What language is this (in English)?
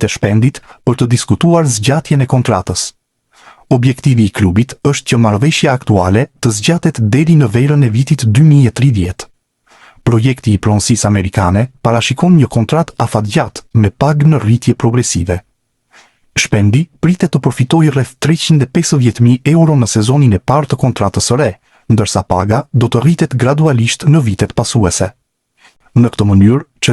Albanian